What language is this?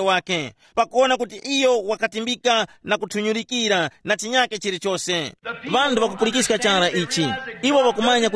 Tumbuka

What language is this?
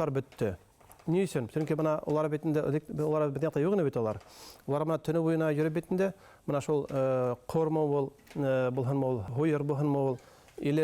Bashkir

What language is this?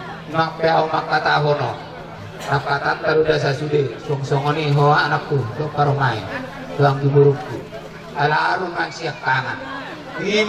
Batak Toba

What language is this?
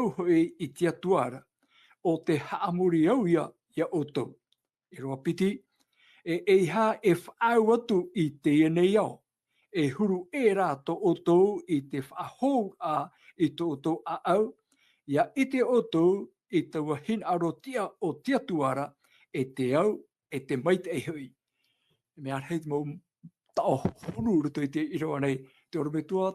Tahitian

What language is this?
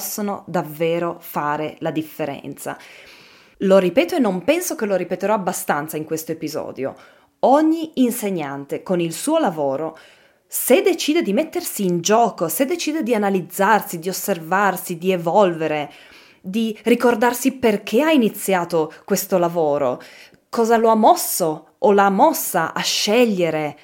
Italian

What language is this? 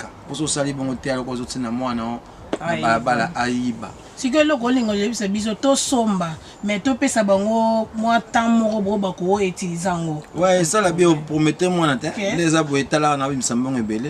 Lingala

